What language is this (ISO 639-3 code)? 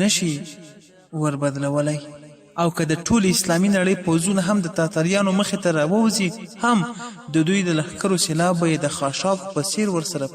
pus